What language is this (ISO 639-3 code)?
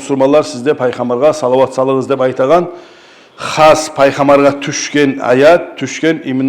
kum